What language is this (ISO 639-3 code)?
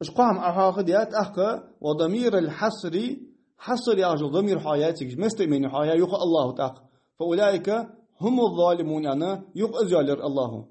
inh